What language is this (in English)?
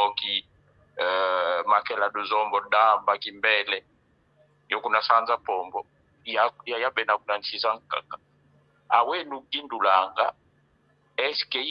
San Salvador Kongo